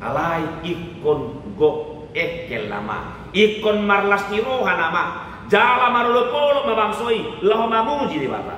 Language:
Batak Toba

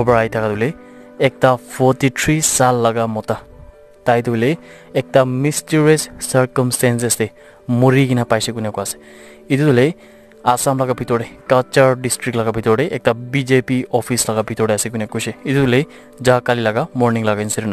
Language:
Naga Pidgin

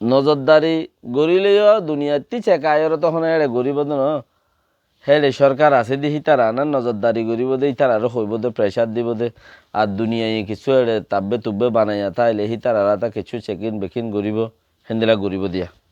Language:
Rohingya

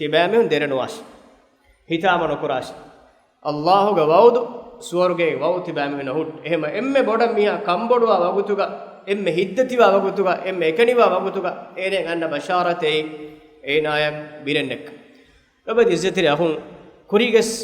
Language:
Divehi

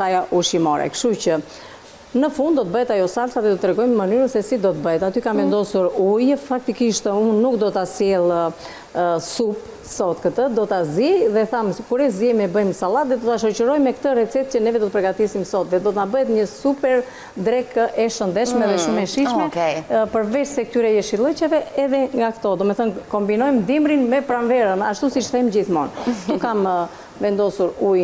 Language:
Albanian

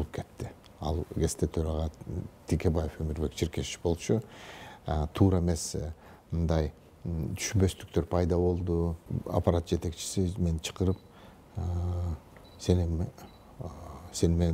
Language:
Kyrgyz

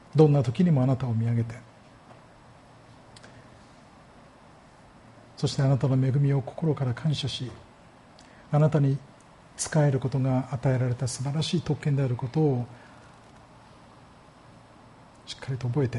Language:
Japanese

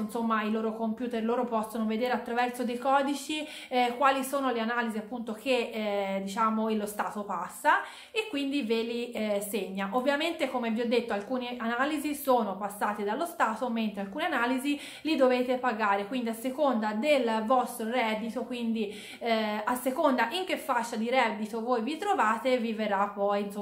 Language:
Italian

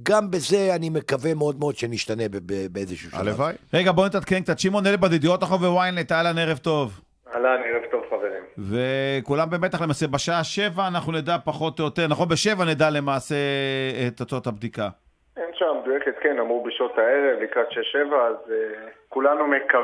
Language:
Hebrew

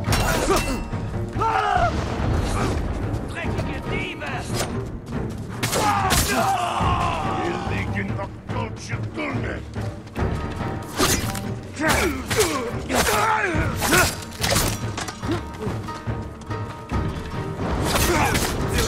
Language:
German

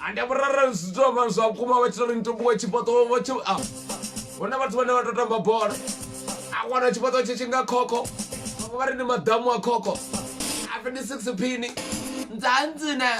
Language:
Venda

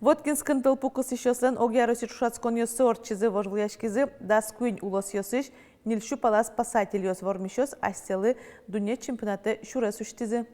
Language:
Udmurt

